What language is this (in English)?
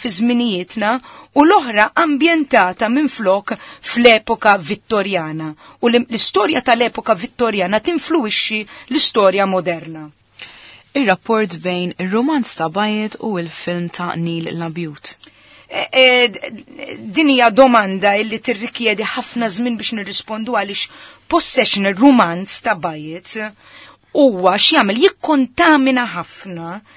Maltese